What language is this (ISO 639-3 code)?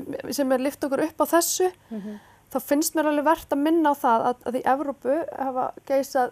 isl